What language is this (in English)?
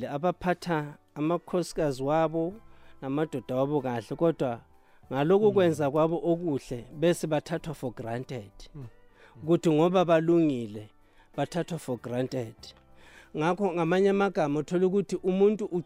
South Ndebele